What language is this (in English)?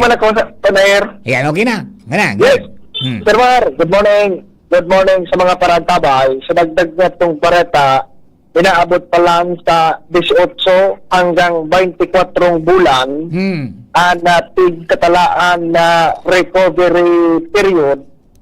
Bikol